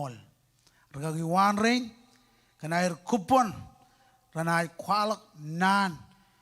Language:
Marshallese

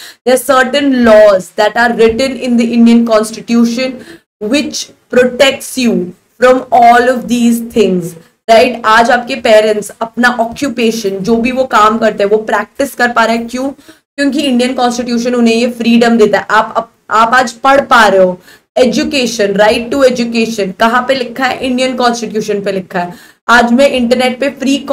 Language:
Hindi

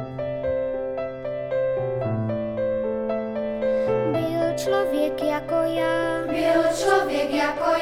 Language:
Czech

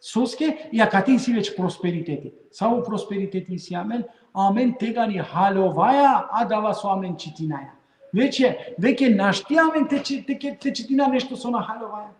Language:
Balkan Romani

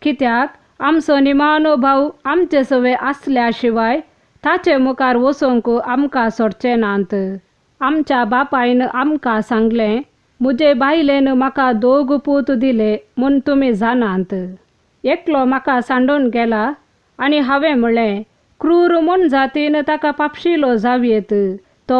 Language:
Konkani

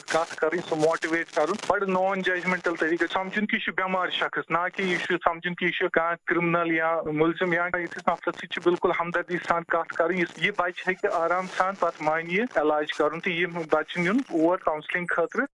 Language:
Kashmiri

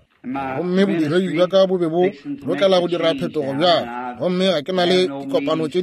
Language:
Northern Sotho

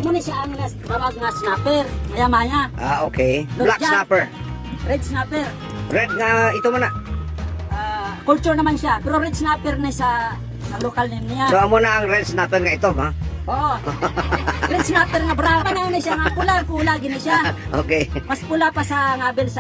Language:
Hiligaynon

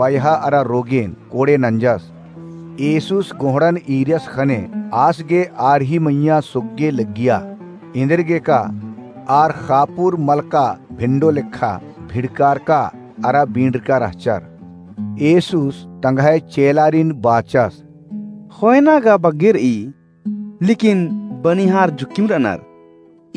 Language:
Kurukh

